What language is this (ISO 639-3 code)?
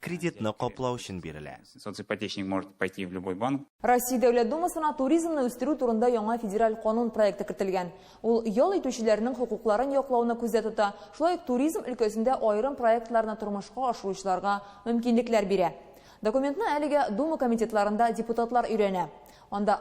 tat